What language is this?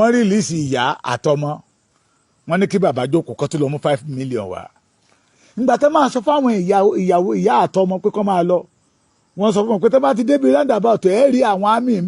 Yoruba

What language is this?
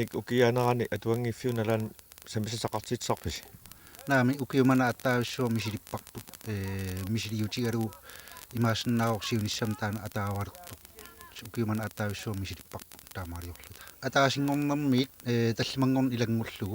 Kalaallisut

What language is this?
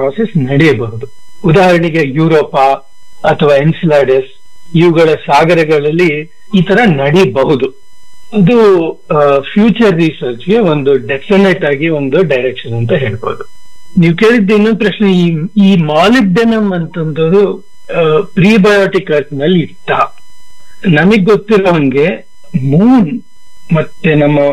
Kannada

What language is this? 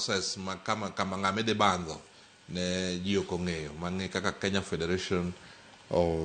Luo (Kenya and Tanzania)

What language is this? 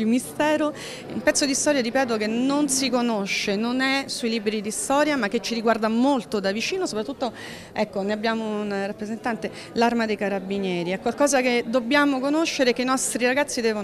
Italian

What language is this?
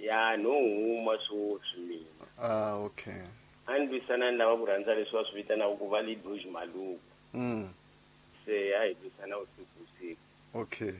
Tsonga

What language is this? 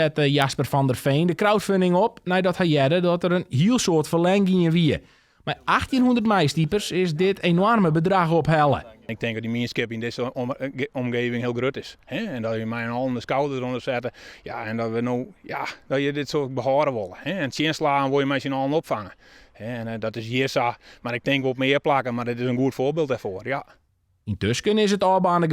Western Frisian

